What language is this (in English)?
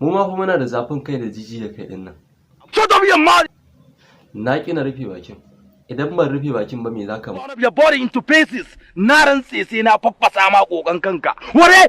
Hausa